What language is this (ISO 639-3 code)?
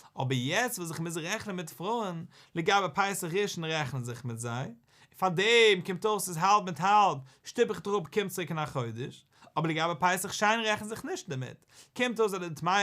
yid